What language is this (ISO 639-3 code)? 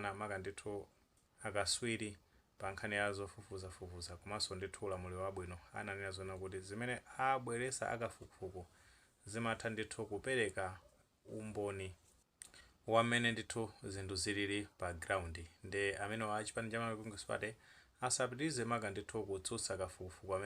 nya